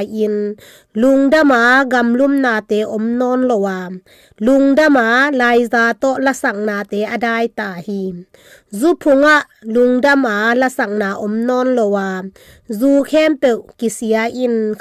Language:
Tedim Chin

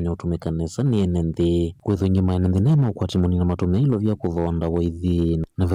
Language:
Kamba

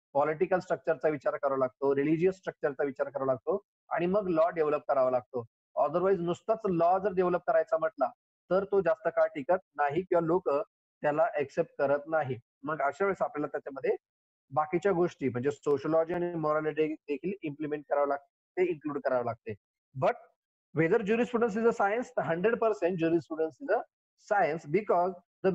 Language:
Marathi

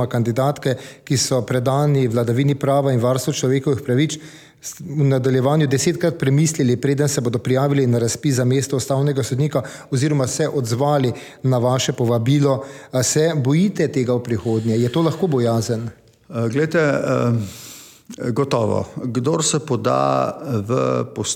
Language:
Slovenian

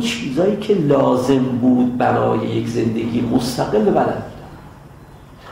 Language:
Persian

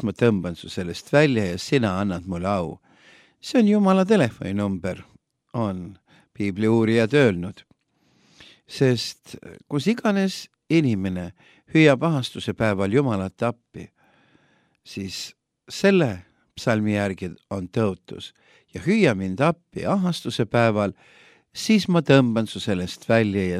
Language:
Estonian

